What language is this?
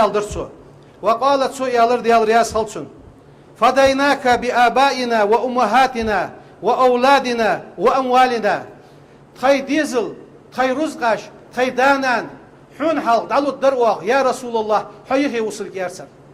Ingush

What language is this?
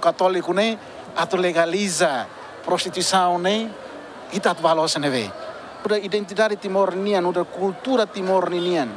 Tetum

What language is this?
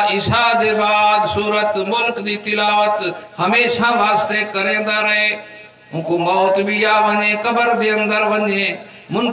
Saraiki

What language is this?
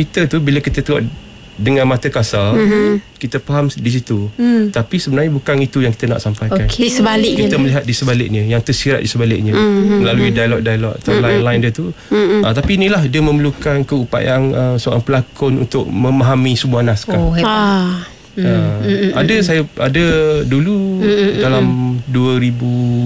Malay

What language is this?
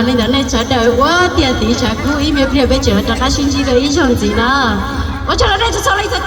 Hmong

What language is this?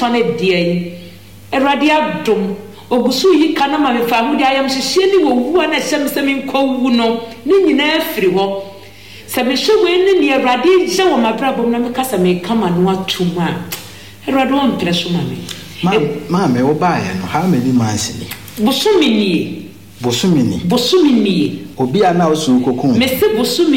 Akan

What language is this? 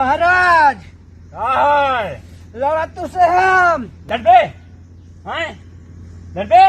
Awadhi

